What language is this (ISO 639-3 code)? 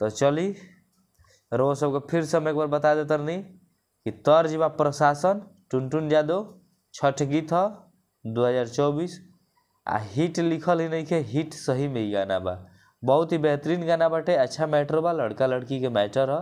bho